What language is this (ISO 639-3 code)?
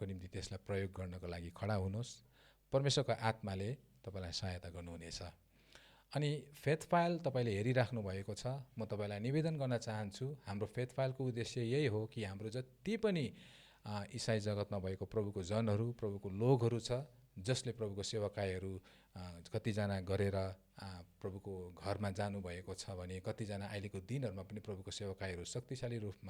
nep